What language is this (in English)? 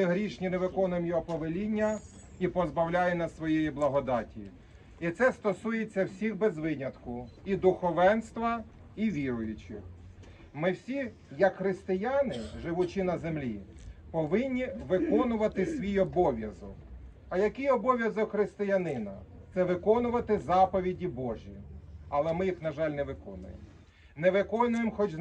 Ukrainian